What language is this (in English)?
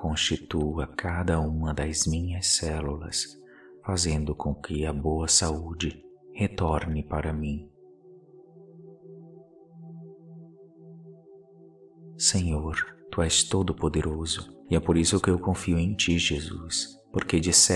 Portuguese